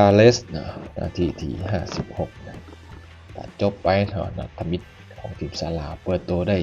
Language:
Lao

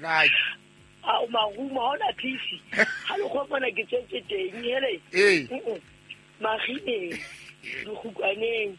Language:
Southern Sotho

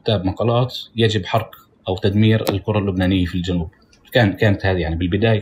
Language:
North Levantine Arabic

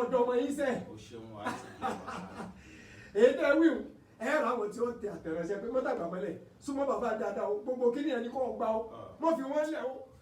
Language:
Yoruba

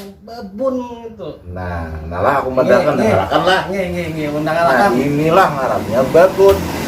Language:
Banjar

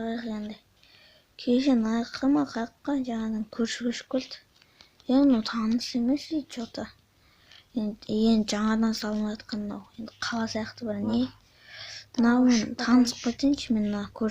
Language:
Kazakh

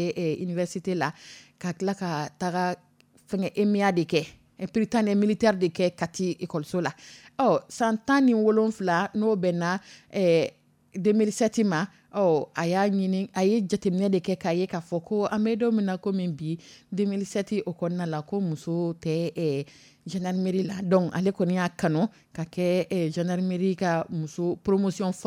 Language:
Dyula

